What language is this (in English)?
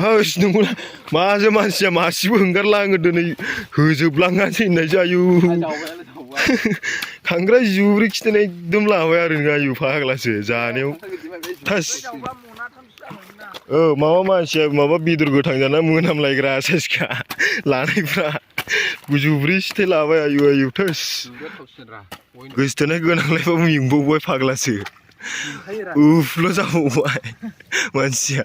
Bodo